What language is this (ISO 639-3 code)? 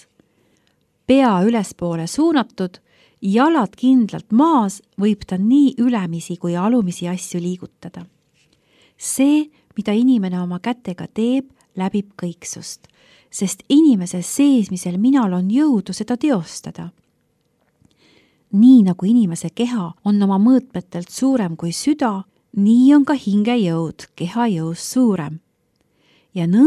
est